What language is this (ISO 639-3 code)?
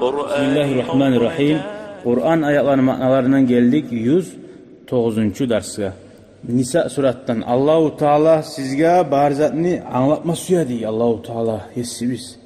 kum